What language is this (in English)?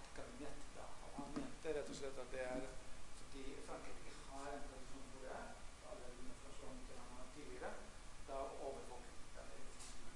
Norwegian